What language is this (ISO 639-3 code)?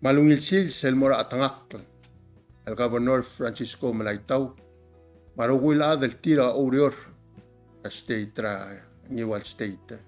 pau